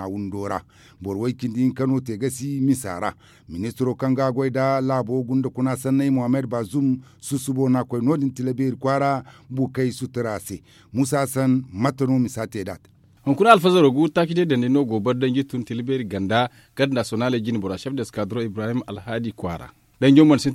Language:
Zarma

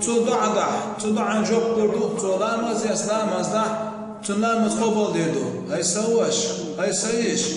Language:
Chechen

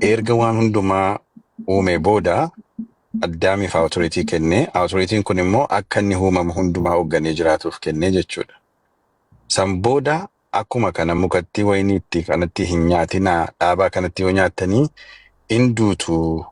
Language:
Oromo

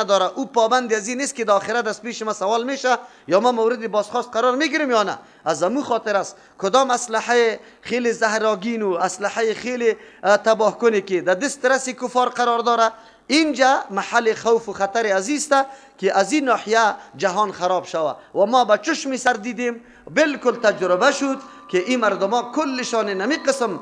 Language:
Persian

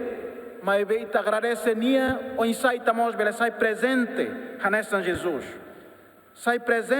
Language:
Tetum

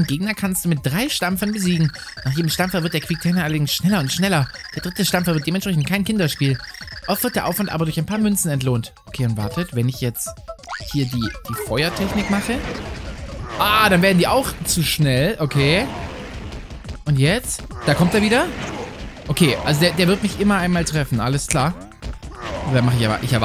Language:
German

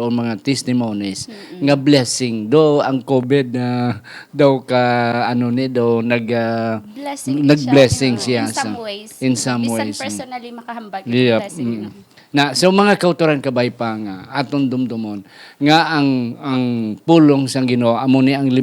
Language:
Hiligaynon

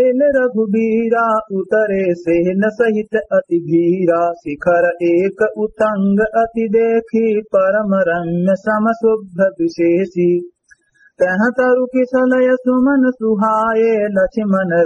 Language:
Awadhi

